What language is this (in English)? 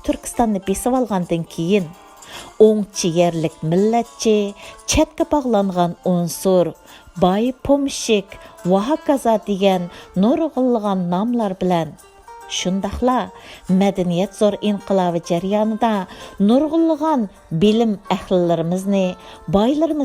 Uyghur